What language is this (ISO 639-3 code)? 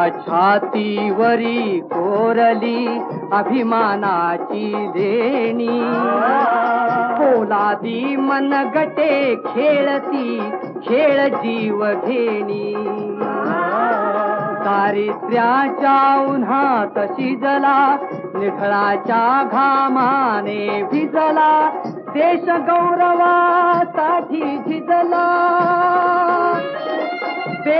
mar